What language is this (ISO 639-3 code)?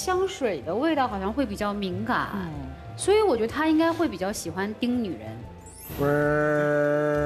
zho